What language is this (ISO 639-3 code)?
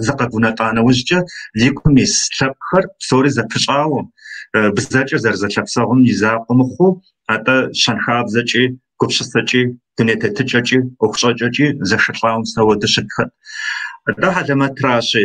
kbd